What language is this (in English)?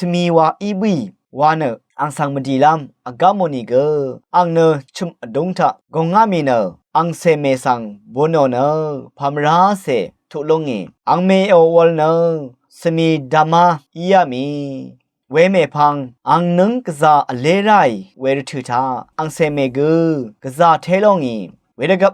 Rawang